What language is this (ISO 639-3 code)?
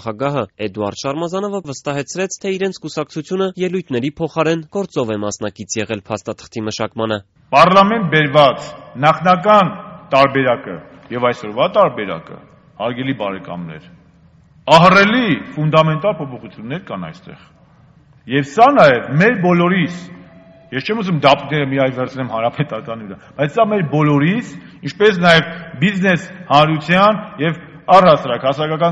hye